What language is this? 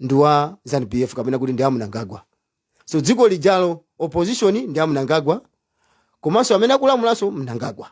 Nyanja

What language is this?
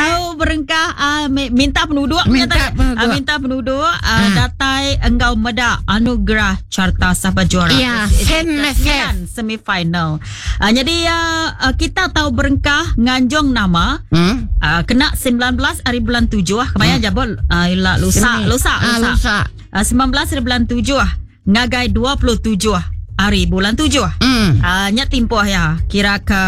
Iban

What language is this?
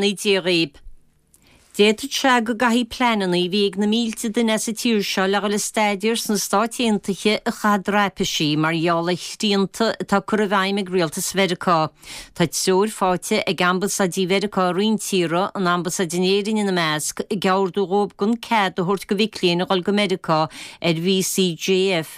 Irish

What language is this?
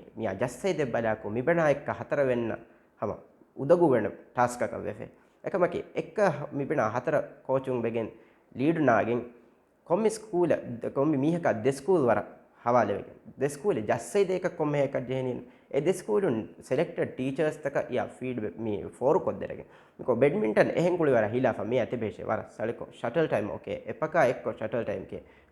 Divehi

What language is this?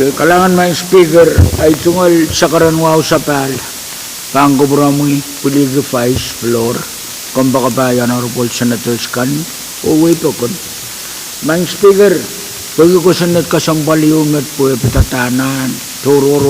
Pohnpeian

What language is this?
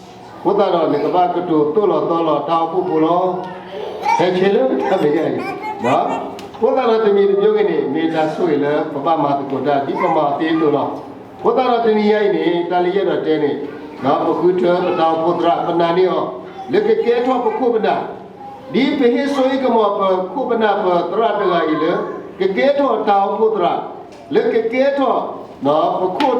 S'gaw Karen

